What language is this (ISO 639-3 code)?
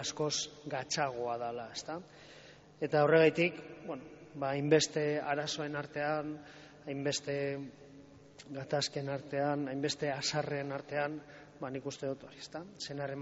eus